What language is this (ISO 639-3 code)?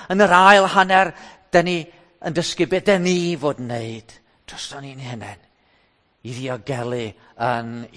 cym